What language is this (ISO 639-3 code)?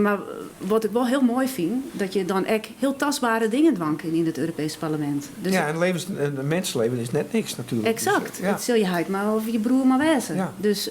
fry